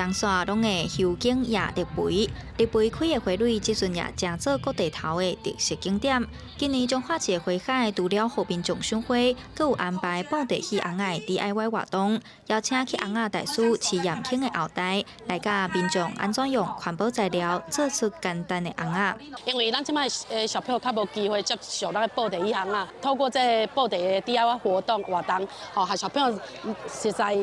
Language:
Min Nan Chinese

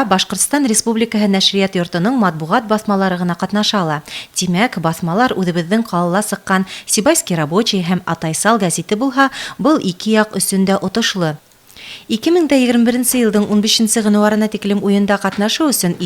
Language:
Bashkir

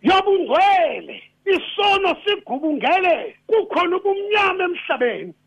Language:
Xhosa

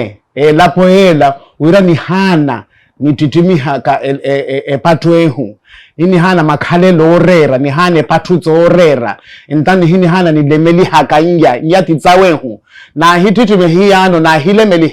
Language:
Makhuwa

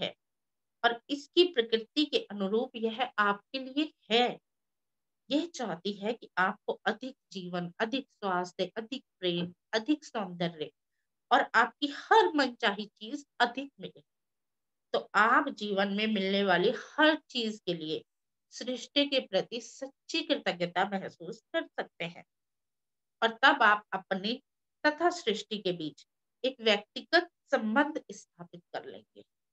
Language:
Hindi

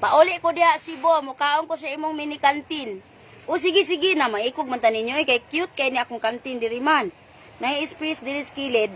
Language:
Cebuano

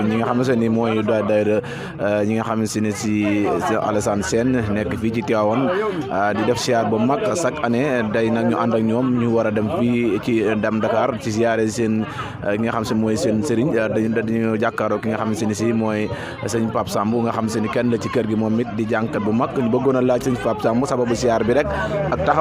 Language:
Wolof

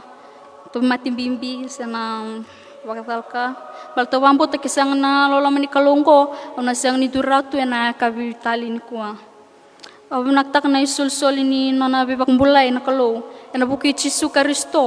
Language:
Fijian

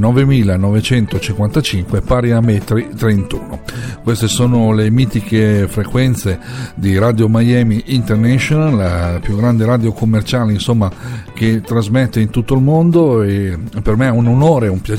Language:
Italian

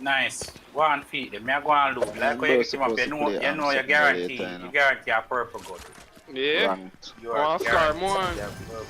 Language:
Jamaican Creole English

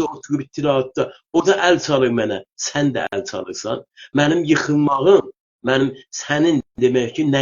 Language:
South Azerbaijani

